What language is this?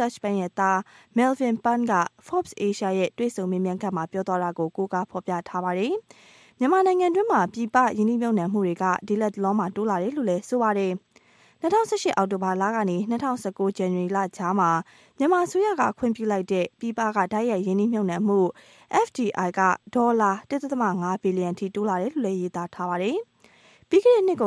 Burmese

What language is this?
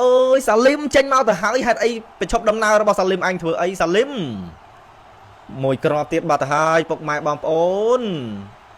Khmer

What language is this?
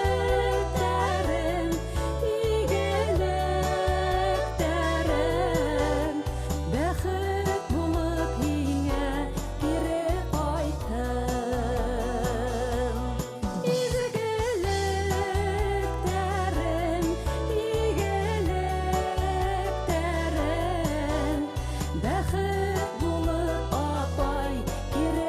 Bashkir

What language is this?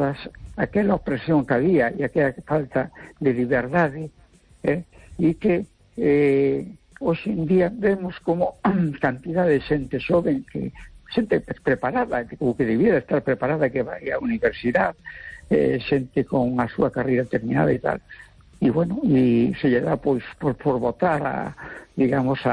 Galician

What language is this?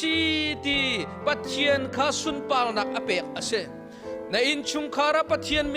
Hakha Chin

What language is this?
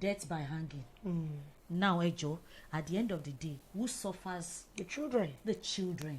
Yoruba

